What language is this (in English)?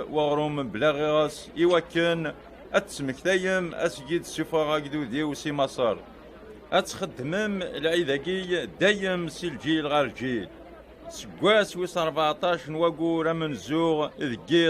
Kabyle